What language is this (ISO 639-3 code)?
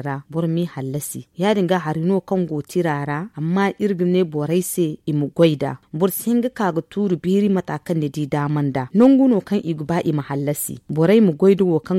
dje